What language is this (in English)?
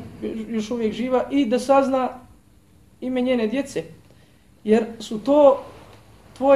Bosnian